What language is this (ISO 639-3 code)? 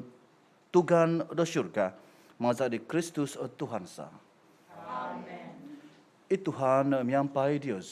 dtp